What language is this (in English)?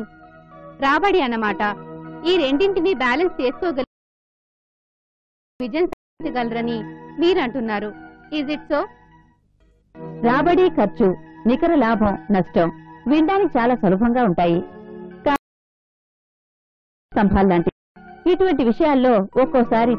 Telugu